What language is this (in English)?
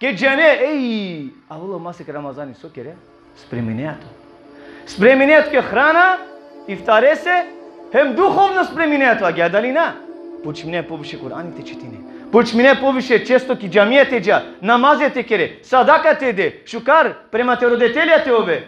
Balkan Romani